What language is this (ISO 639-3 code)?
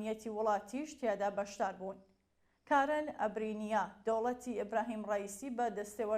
ckb